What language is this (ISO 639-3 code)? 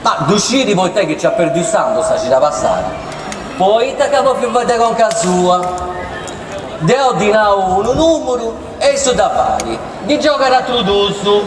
srd